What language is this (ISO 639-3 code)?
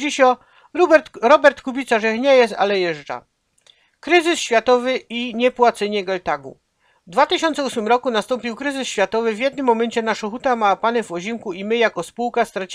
szl